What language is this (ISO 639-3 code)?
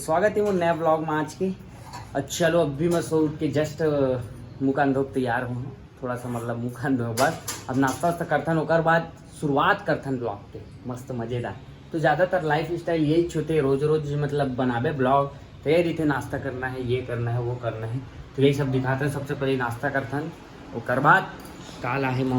hne